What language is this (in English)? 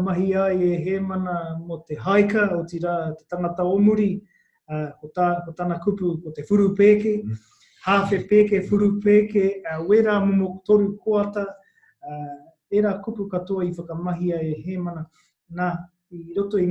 Māori